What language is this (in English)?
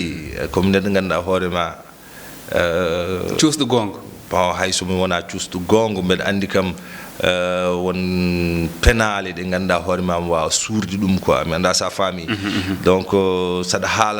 Fula